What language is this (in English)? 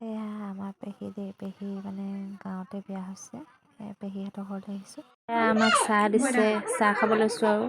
Assamese